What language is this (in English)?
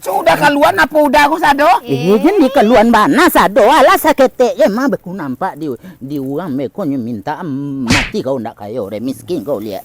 Minangkabau